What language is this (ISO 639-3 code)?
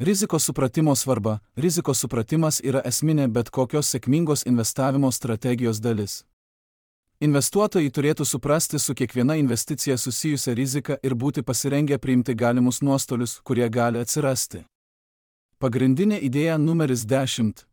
lit